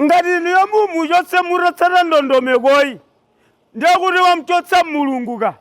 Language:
Nyanja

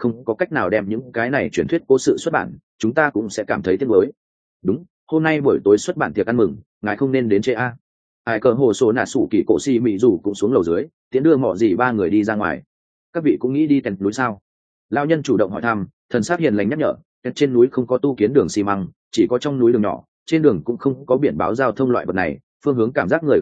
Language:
Vietnamese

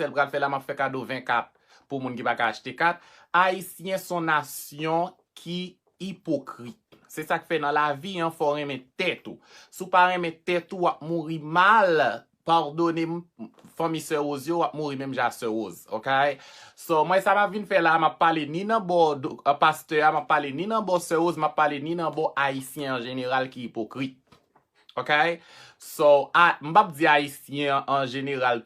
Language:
Haitian Creole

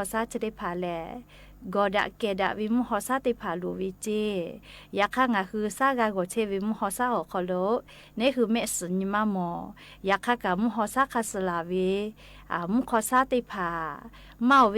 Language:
Lahu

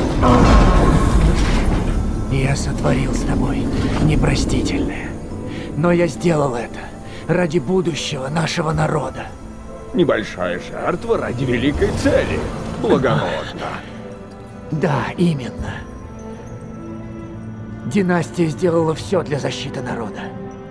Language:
Russian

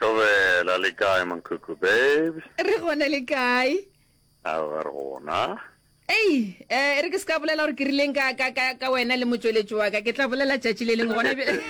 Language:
Northern Sotho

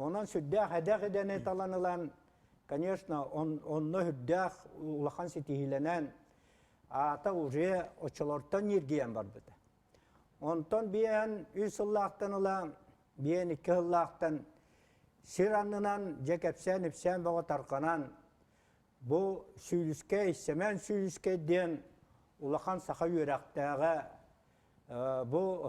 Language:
Yakut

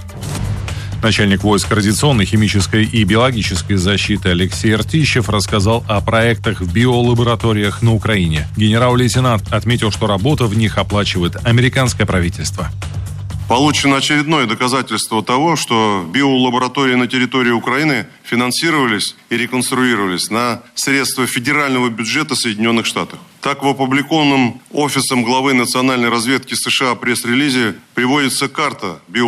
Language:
Russian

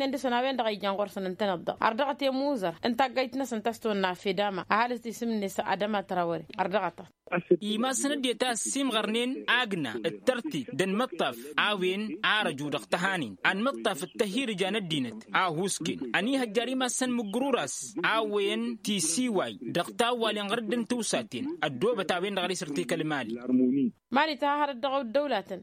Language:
Tamasheq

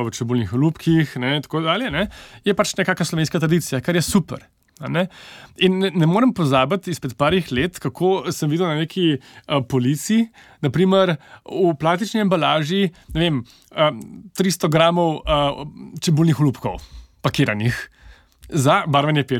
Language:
Slovenian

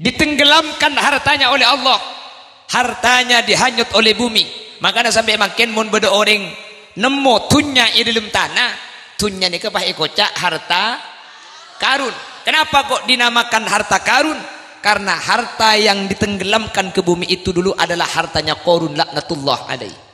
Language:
Madurese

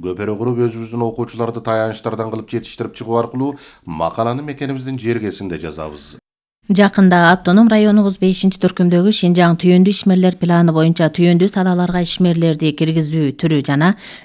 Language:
Kyrgyz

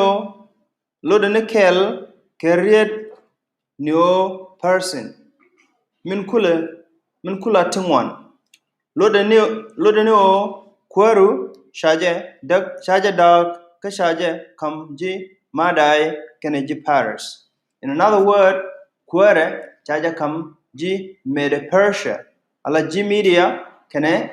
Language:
Nuer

